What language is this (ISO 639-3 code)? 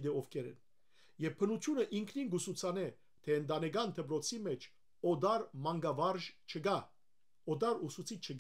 hyw